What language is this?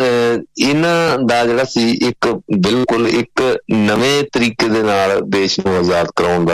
Punjabi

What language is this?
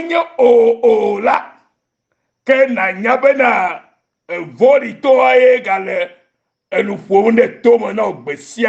Ewe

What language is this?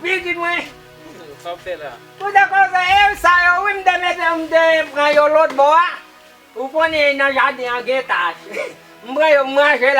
Haitian Creole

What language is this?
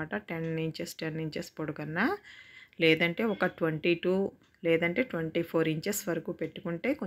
Telugu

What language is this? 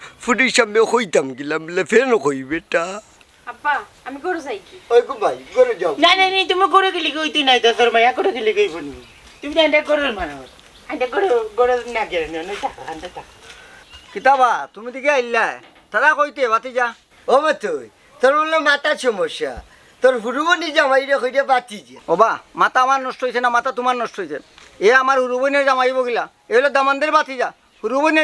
Sylheti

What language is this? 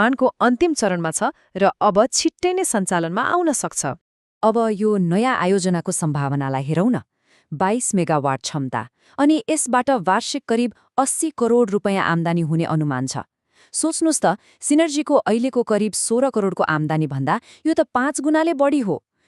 Nepali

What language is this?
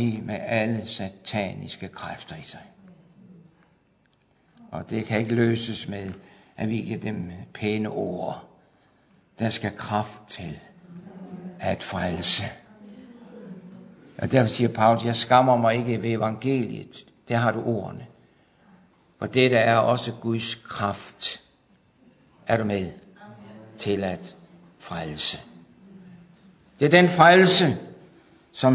Danish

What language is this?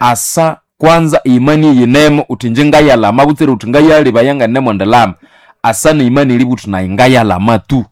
Nande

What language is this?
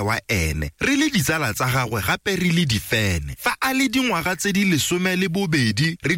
Tswana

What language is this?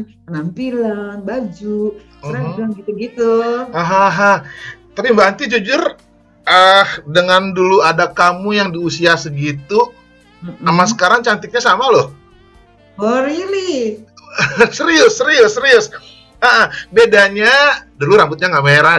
Indonesian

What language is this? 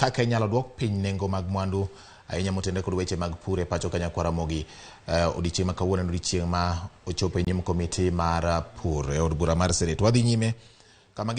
Luo (Kenya and Tanzania)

